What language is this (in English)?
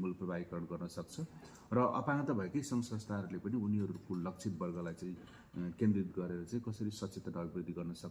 Nepali